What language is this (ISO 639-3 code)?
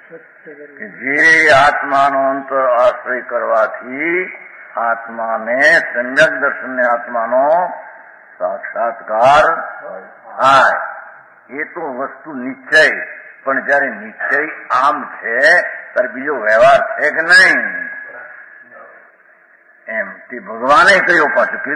guj